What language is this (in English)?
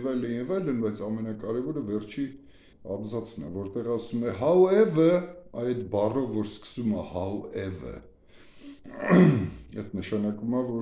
Armenian